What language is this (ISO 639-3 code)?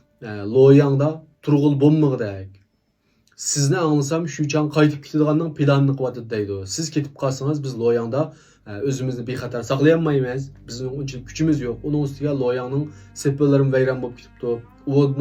uig